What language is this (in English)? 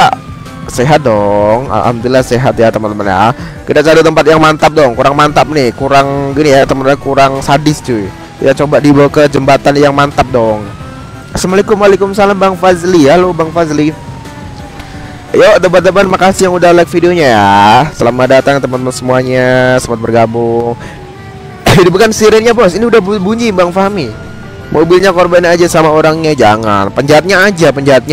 Indonesian